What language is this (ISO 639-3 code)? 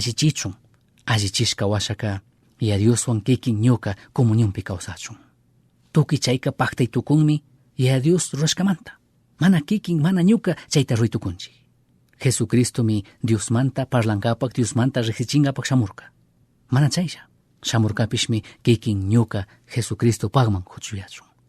qug